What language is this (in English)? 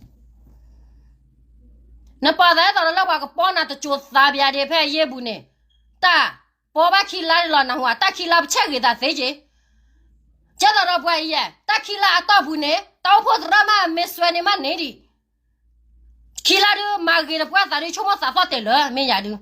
S'gaw Karen